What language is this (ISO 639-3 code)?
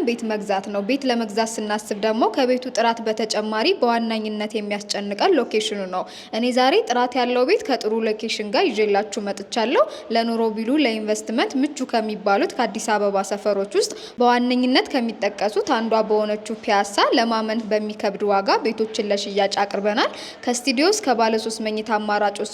amh